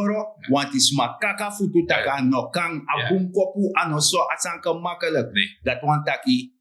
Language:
Sranan Tongo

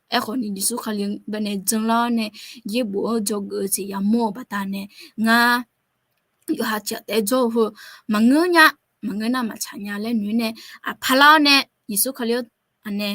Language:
Akha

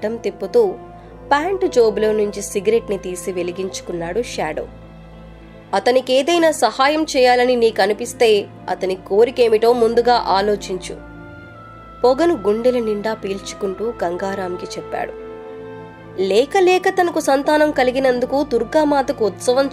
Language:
Telugu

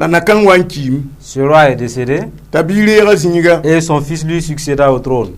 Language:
Mossi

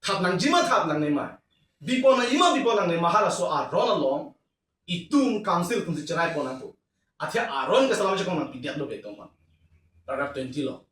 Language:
Karbi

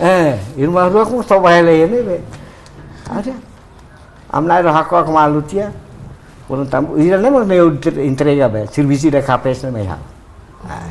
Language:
Tetum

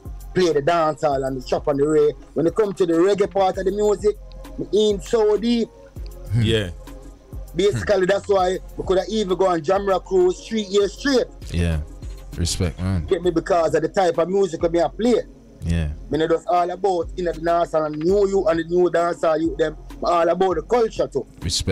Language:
Jamaican Creole English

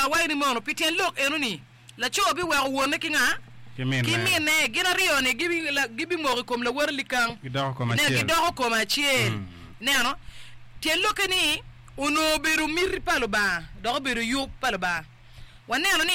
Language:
Acoli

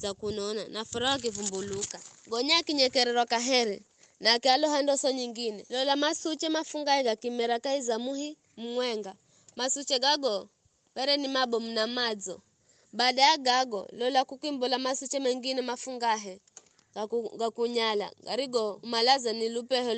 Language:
Giryama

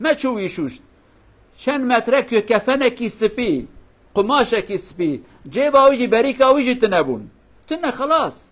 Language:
Kurdish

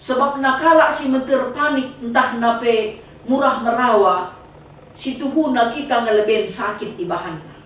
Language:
Batak Karo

